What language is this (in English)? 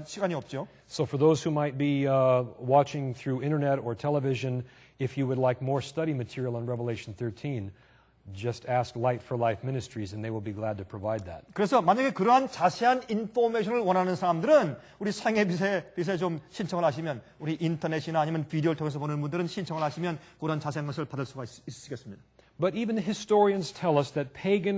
Korean